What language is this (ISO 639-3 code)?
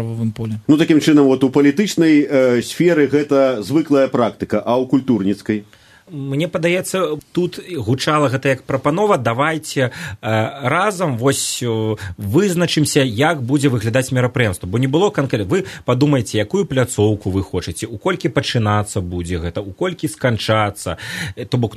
bel